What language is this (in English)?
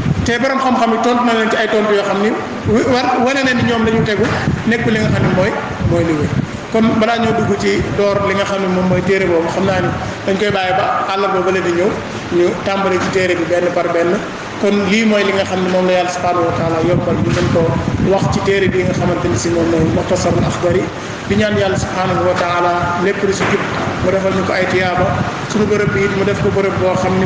Wolof